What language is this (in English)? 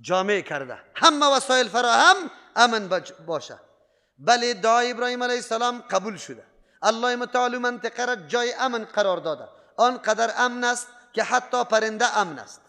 Persian